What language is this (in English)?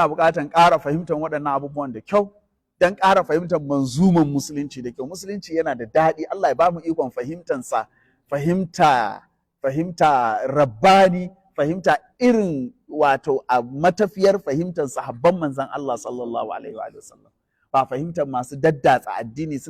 Hausa